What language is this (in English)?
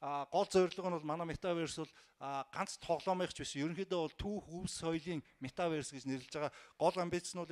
Mongolian